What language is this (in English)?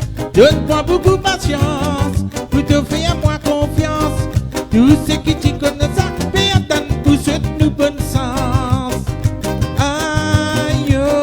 Morisyen